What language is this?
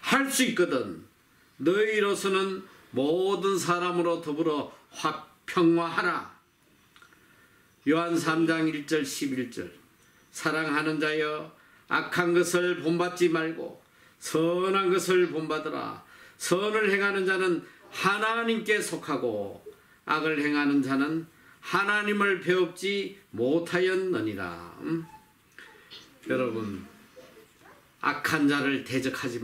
Korean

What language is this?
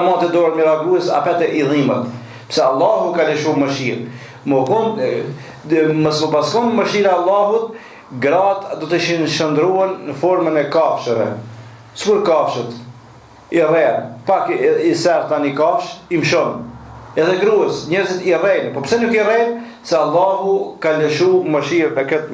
Albanian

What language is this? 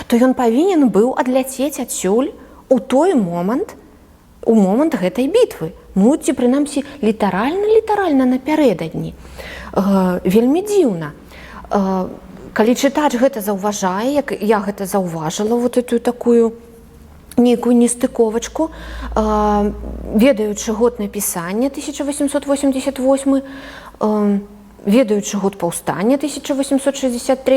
Belarusian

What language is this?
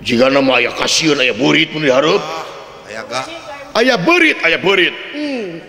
Sundanese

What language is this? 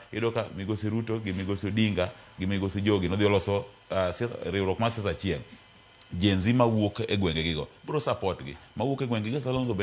Luo (Kenya and Tanzania)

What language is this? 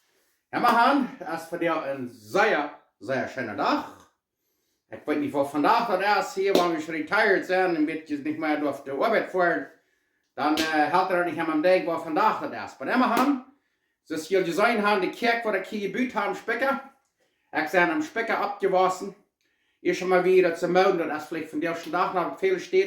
Plautdietsch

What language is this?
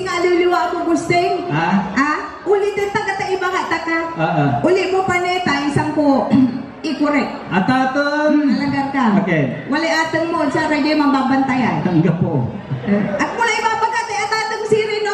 Pangasinan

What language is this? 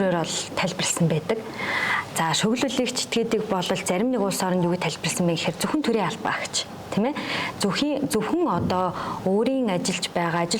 Mongolian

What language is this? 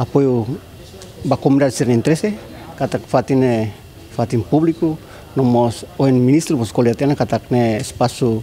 Tetum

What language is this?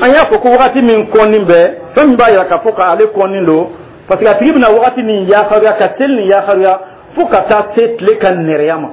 Dyula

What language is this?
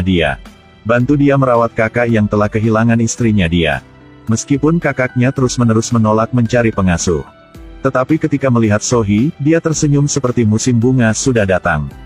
Indonesian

